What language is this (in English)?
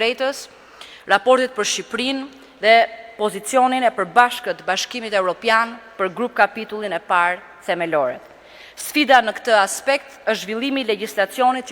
Albanian